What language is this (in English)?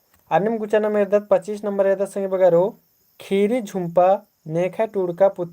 Kurukh